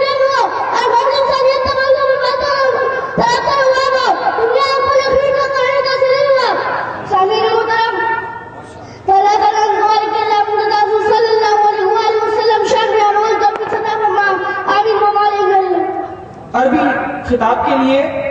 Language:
Urdu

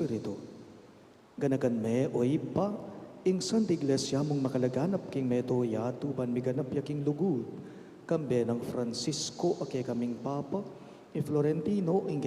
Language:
Pampanga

